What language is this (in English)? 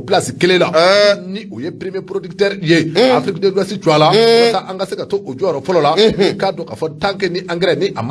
Bambara